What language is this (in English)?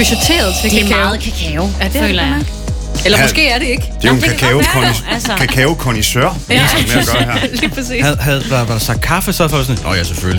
Danish